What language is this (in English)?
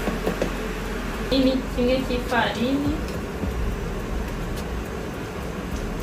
Kinyarwanda